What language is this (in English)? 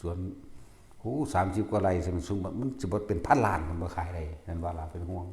Lao